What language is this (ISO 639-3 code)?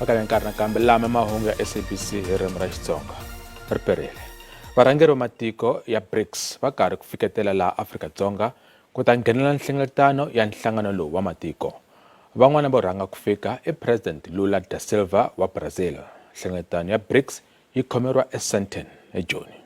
tso